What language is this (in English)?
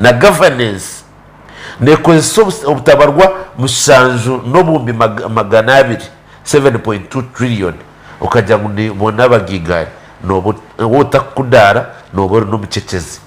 Nyankole